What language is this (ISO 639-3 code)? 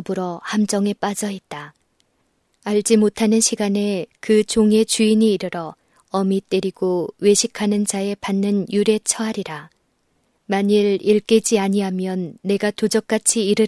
kor